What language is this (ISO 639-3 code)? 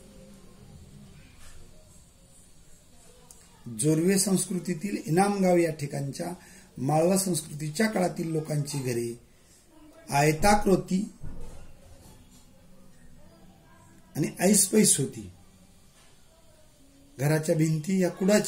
mar